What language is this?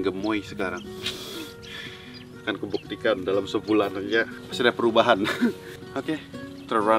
Indonesian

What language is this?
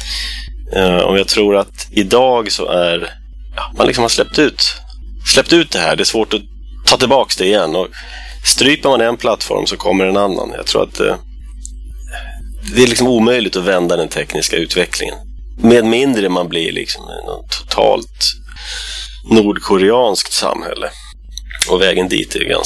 Swedish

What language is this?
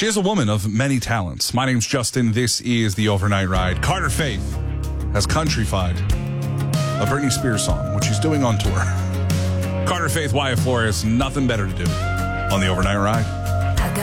English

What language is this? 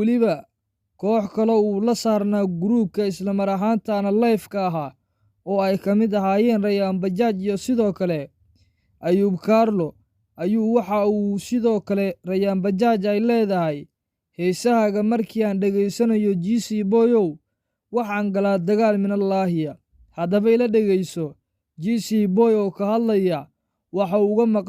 Somali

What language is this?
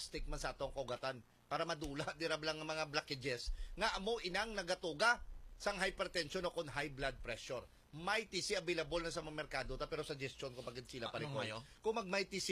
Hiligaynon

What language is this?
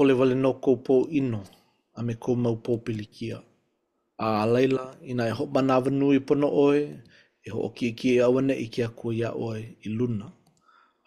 Hawaiian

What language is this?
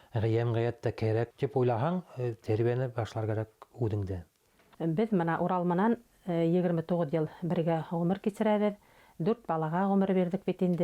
Bashkir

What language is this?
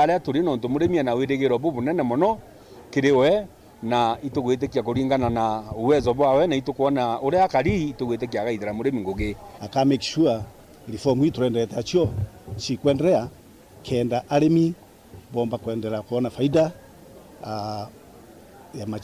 Meru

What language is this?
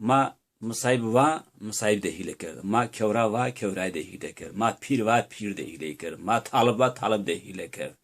Zaza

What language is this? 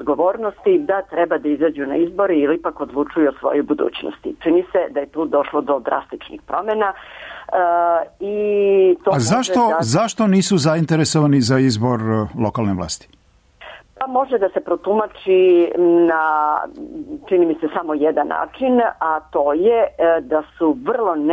Serbian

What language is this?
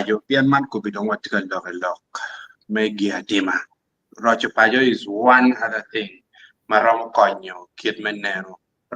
Acoli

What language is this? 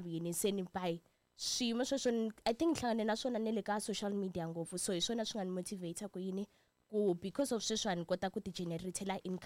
Tsonga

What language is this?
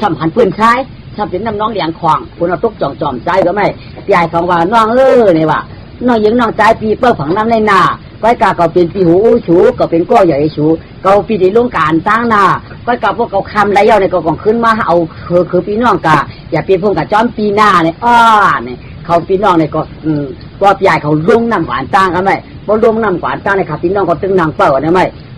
Shan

